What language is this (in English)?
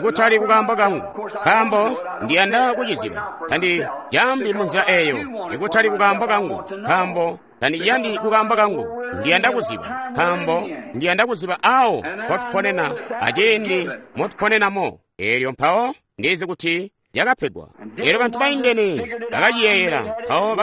Tonga (Zambia)